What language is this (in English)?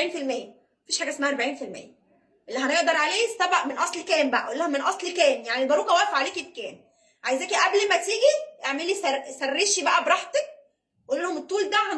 Egyptian Arabic